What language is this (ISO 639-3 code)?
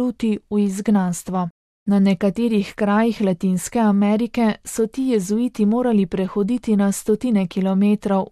slv